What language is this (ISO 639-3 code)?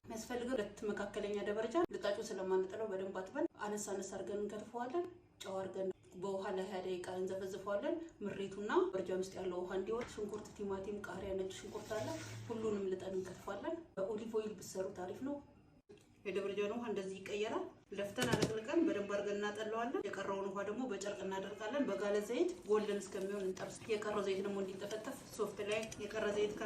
amh